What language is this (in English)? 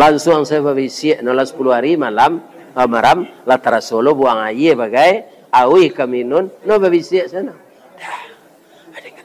Minangkabau